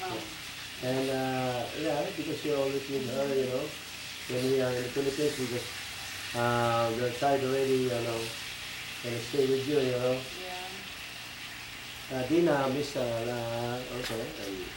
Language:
Iloko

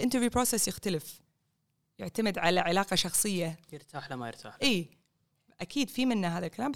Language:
Gulf Arabic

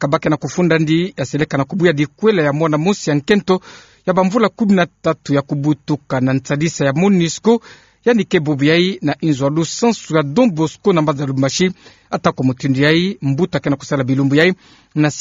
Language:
Kituba (Democratic Republic of Congo)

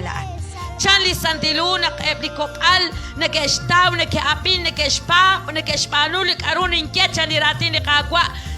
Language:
Kekchí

